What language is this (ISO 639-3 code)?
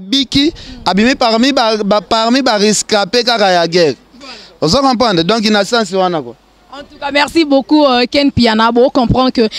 lin